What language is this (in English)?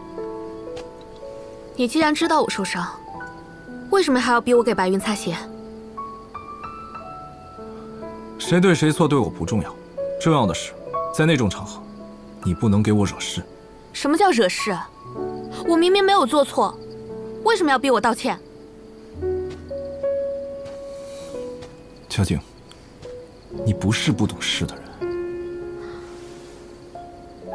Chinese